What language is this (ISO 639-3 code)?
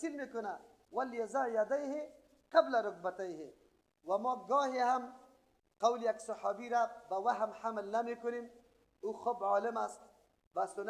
fas